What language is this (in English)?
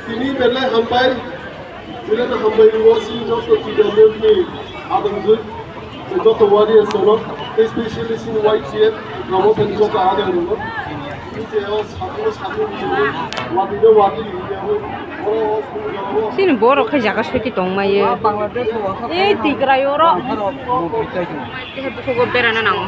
Kok Borok